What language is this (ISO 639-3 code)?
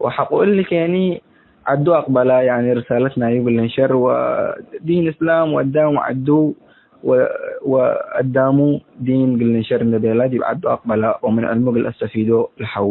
tig